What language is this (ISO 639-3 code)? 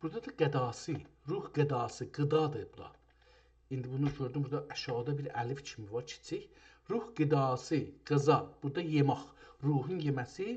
azb